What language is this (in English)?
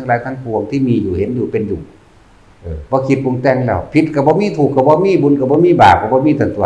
Northeastern Thai